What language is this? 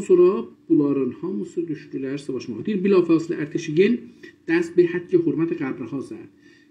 South Azerbaijani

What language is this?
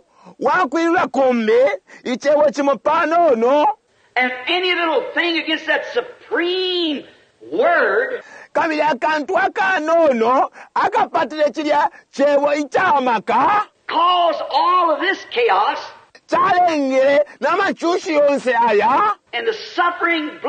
Bemba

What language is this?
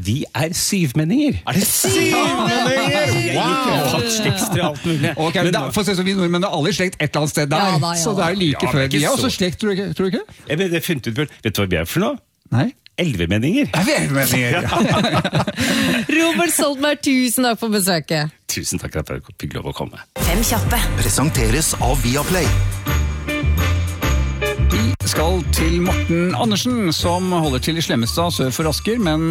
Norwegian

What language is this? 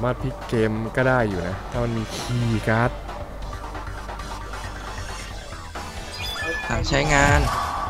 Thai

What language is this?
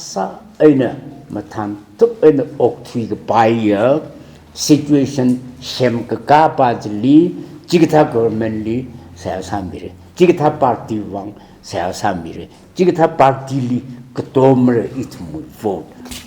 Tangkhul Naga (India)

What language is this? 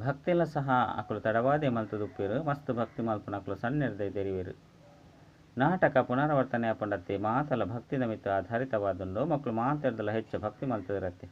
Tulu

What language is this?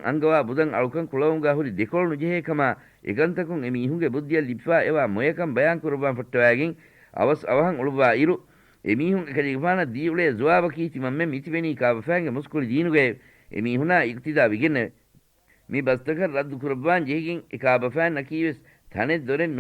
Divehi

